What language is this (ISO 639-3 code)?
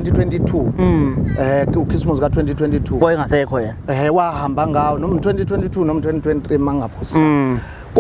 zul